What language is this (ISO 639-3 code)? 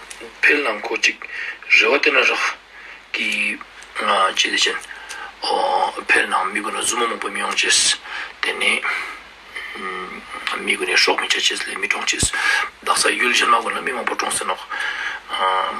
lbj